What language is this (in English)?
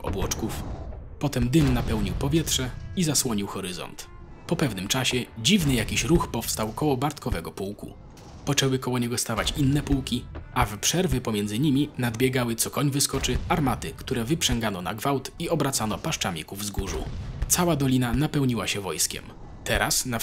Polish